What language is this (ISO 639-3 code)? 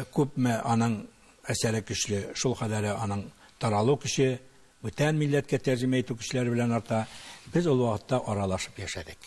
tat